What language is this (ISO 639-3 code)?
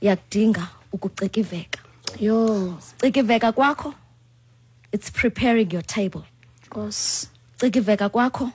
xho